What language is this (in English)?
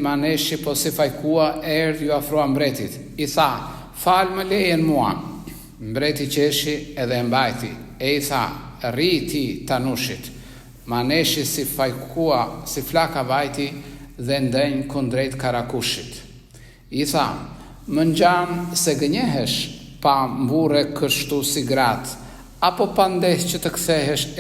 Albanian